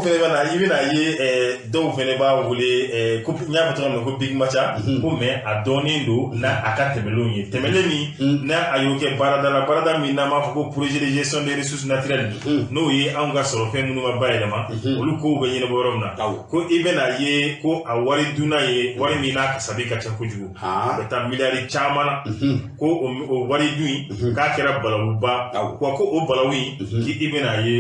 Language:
Bambara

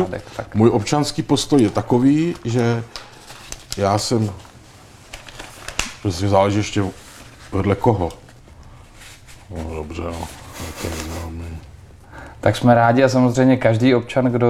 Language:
Czech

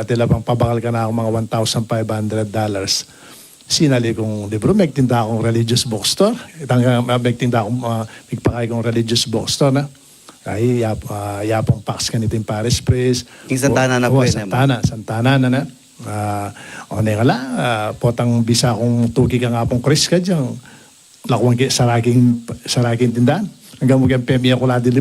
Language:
Pampanga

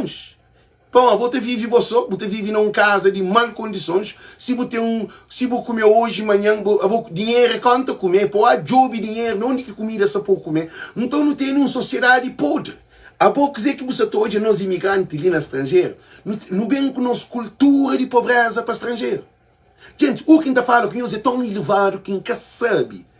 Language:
Kabuverdianu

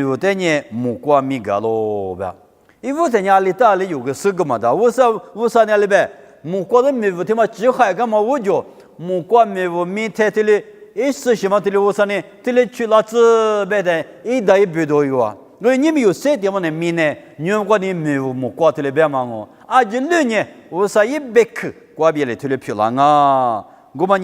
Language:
Lisu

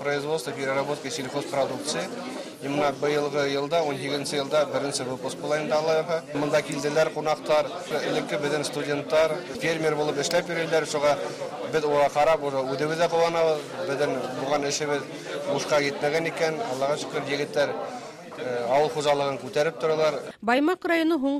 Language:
Bashkir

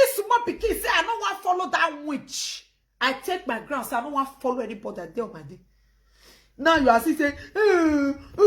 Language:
Nigerian Pidgin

